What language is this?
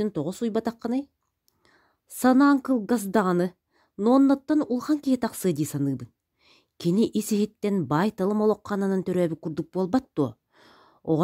Yakut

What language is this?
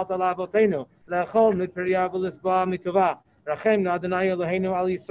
Hebrew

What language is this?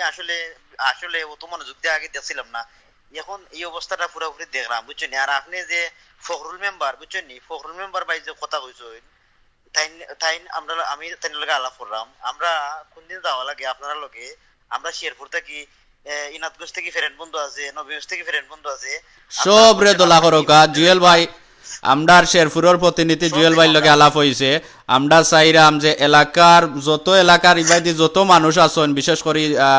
Sylheti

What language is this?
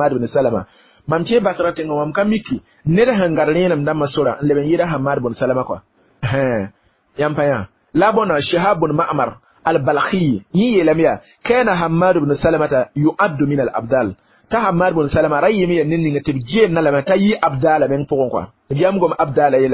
Mossi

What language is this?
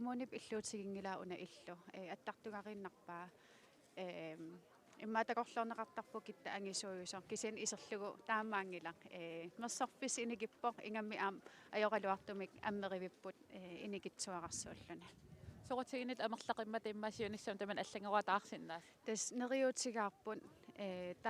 Kalaallisut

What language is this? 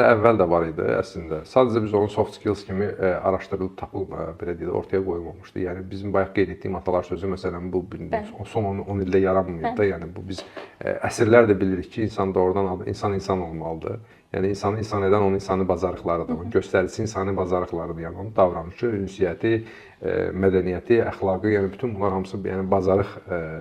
Azerbaijani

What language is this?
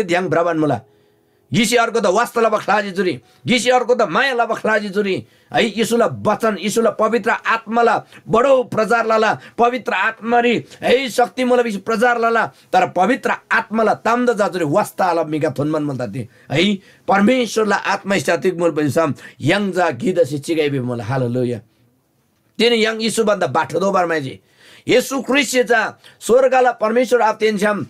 Eastern Tamang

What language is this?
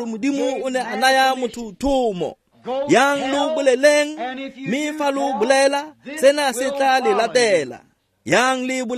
Tswana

